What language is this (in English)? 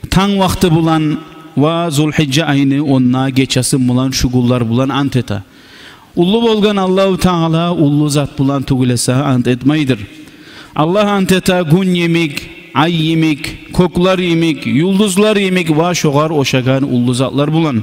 Kumyk